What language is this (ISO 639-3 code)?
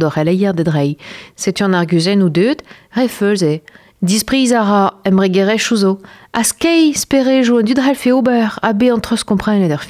bre